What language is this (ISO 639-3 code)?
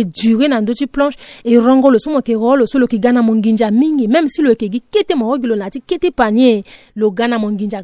sag